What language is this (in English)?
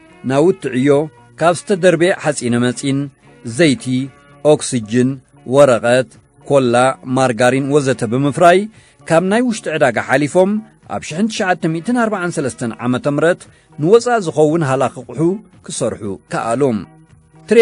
Tigrinya